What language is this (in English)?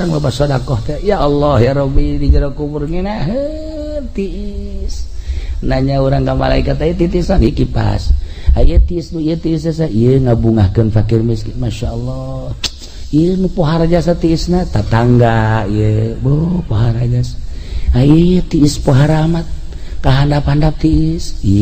Sundanese